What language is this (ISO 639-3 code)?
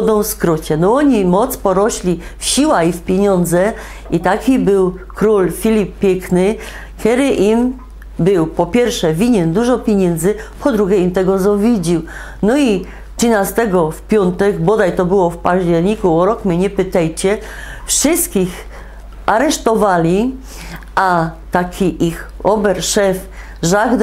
szl